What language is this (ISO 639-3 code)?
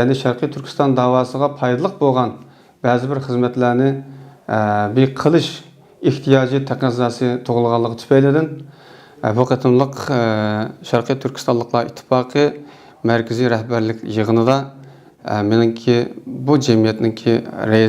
uig